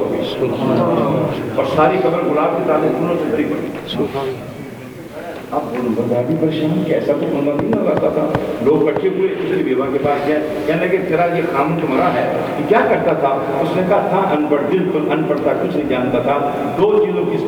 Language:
Urdu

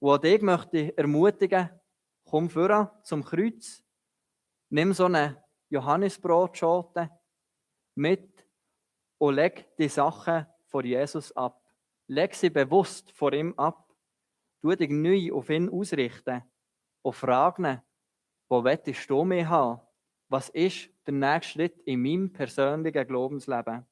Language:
Swiss German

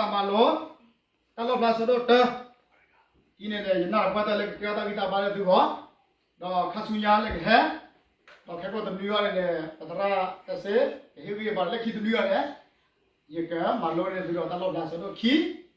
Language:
S'gaw Karen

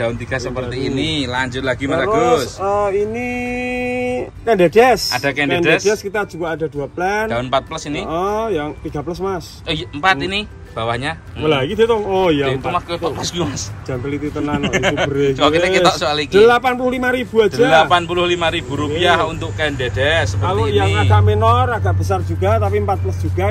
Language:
Indonesian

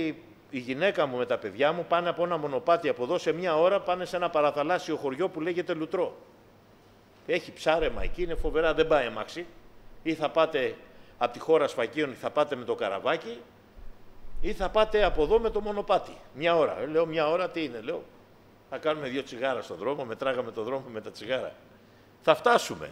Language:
Greek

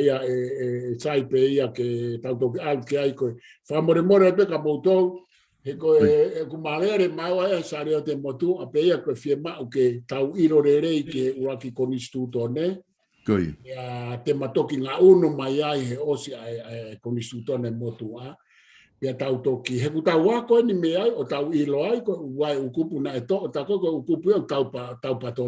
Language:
Tongan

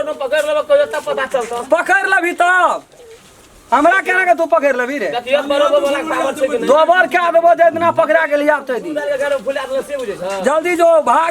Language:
Maithili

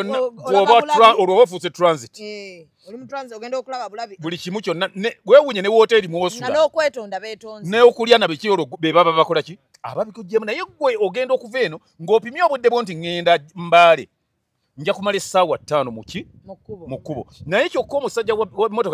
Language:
Ganda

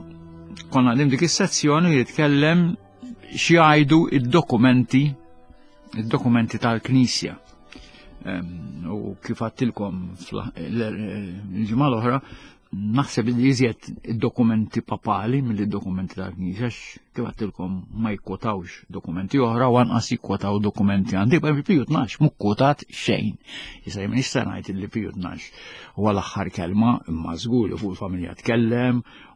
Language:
Maltese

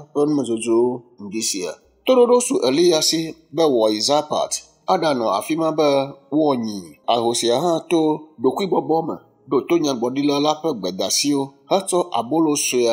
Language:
Ewe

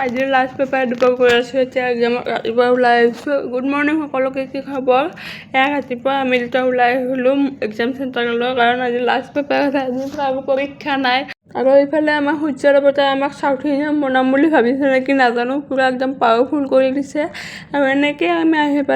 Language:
Assamese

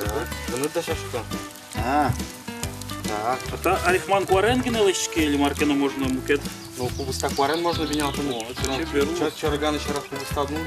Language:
Udmurt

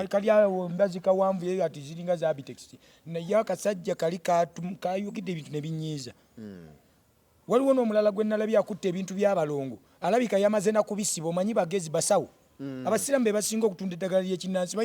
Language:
Ganda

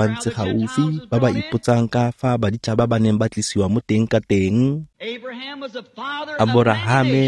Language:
Tswana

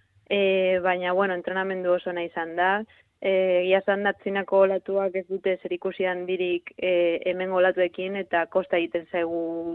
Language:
Basque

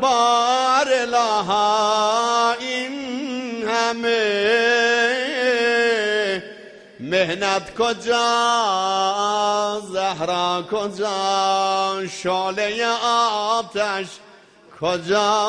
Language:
South Azerbaijani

